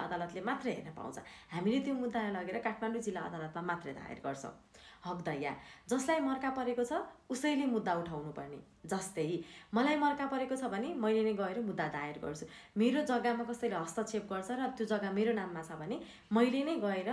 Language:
Nepali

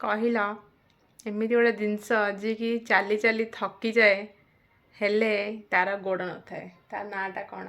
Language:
Odia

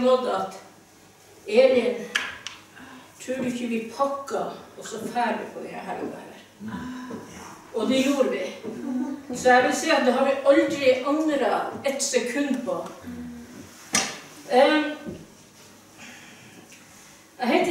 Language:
Norwegian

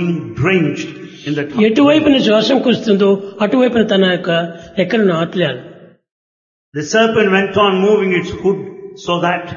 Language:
Telugu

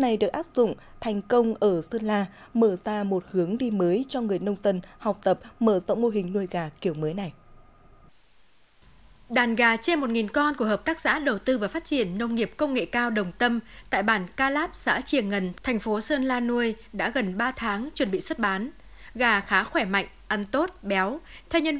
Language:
Vietnamese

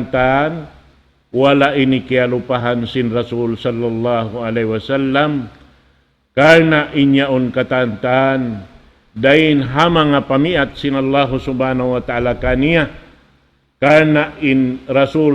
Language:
Tausug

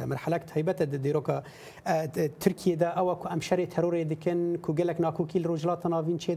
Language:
Kurdish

